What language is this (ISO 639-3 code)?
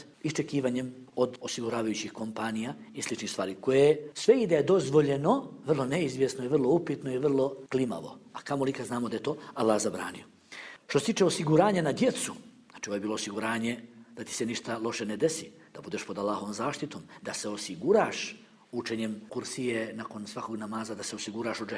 bos